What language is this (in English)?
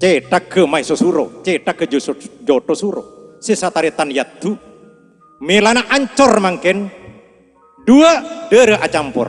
Madurese